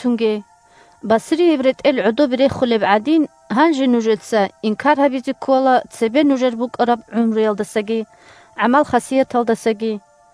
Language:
Avaric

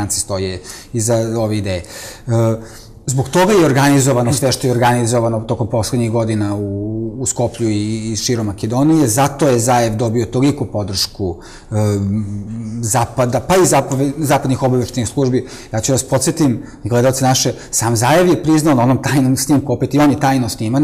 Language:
Serbian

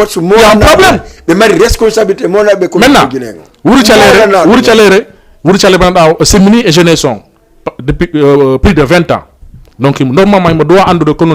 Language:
Fula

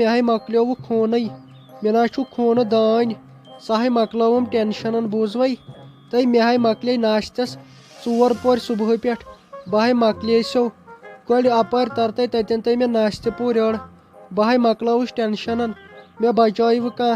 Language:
Kashmiri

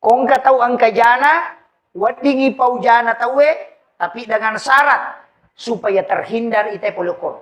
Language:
Buginese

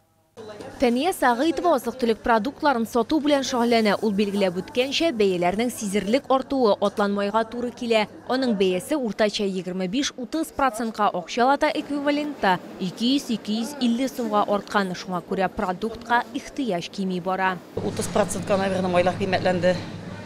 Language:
Tatar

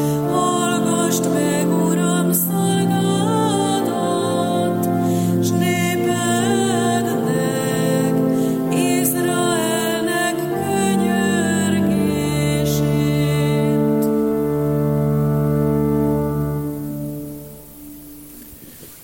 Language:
Hungarian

